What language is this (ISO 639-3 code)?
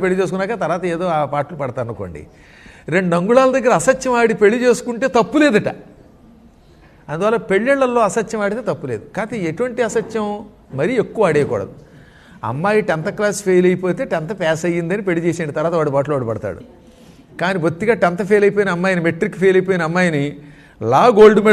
tel